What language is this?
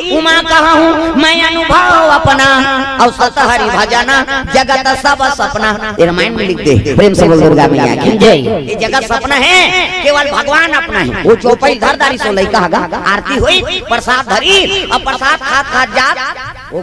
Chhattisgarhi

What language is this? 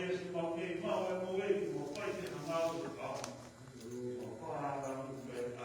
Tongan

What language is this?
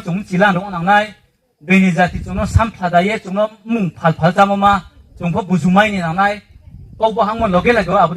Riang (India)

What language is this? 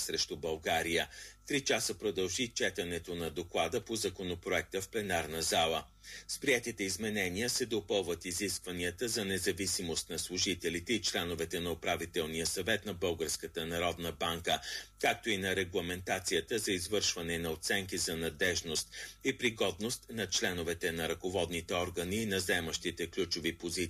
Bulgarian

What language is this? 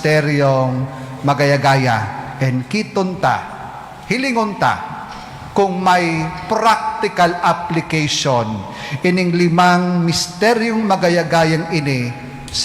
Bikol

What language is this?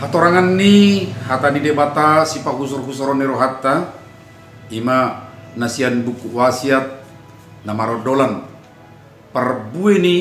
Batak Toba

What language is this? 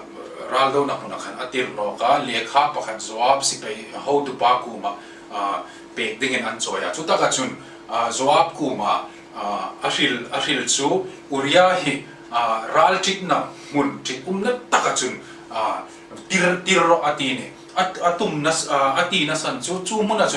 Hmar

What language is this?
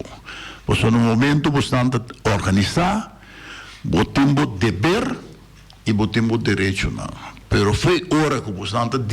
Papiamento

